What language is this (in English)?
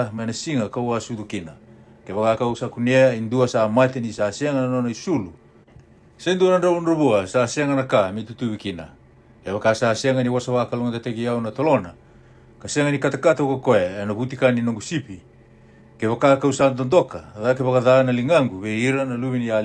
Fijian